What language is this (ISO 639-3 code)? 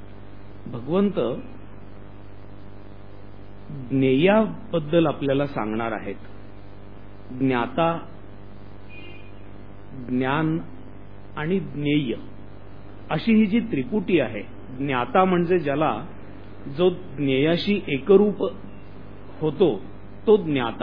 mar